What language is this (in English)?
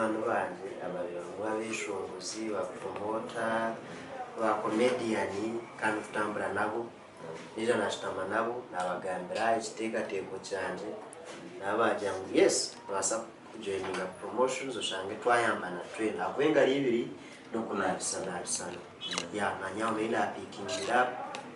Nyankole